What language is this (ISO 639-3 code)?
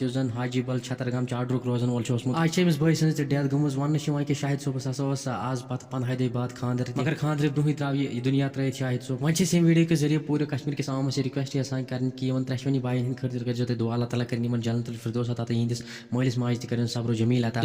kas